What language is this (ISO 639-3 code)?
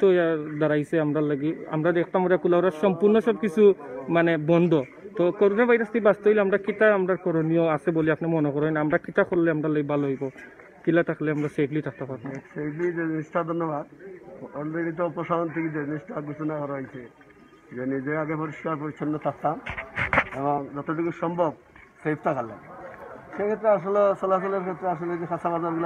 syl